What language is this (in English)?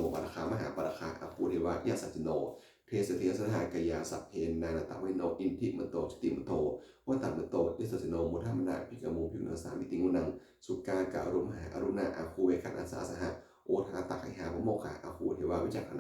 Pali